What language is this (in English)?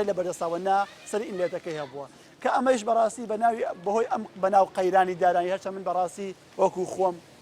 Central Kurdish